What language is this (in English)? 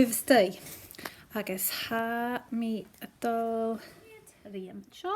Scottish Gaelic